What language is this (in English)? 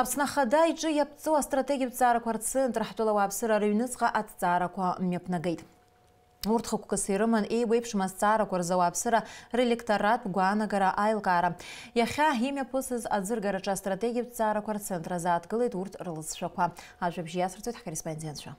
Abkhazian